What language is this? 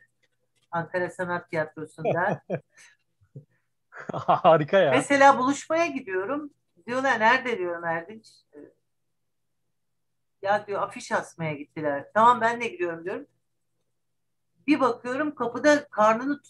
Turkish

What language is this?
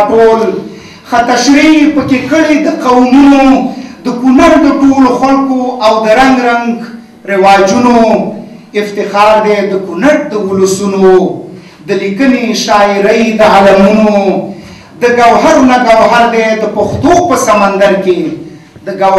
Pashto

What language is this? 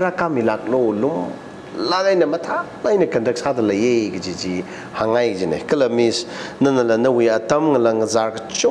Tangkhul Naga (India)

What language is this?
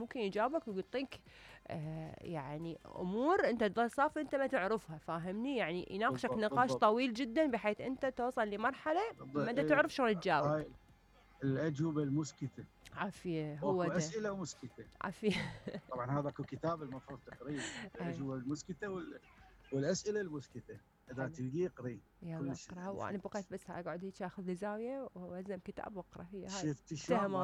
Mesopotamian Arabic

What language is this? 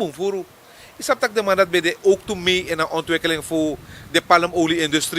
Sranan Tongo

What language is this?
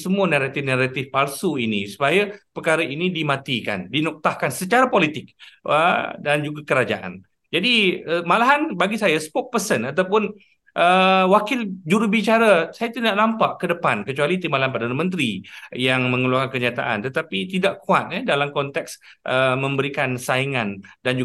Malay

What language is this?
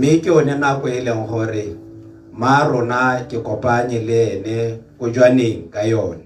Tswana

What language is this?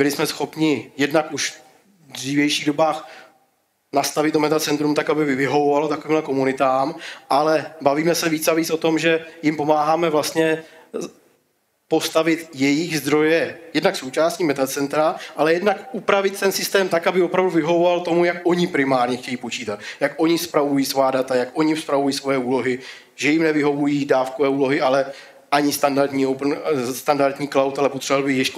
Czech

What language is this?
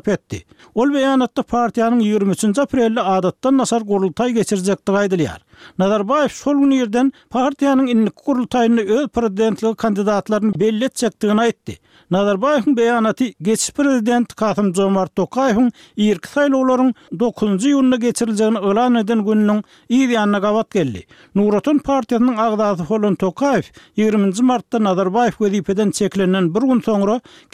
Turkmen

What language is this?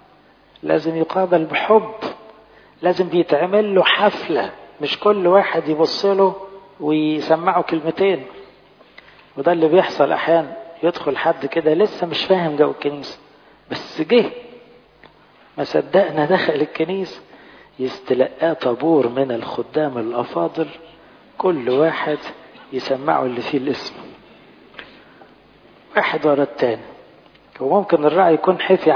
Egyptian Arabic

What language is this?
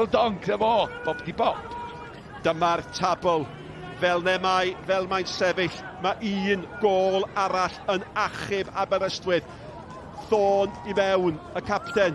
Welsh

